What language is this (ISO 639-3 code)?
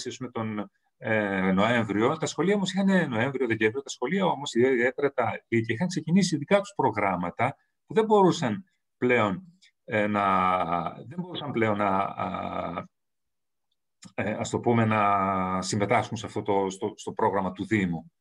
ell